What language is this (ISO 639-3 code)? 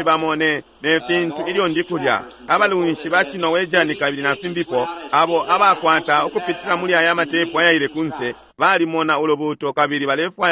bem